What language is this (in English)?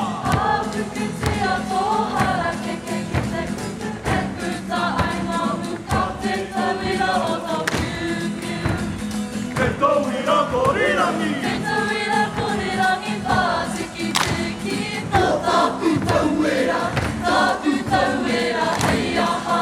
Māori